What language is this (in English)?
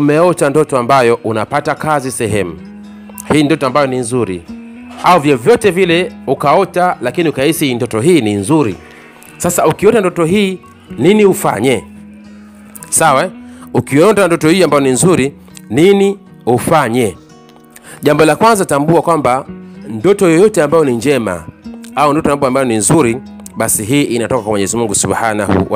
Swahili